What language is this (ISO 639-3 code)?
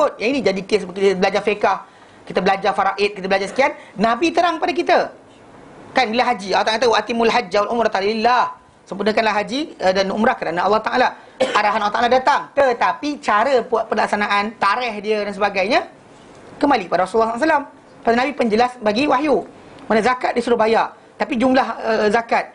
msa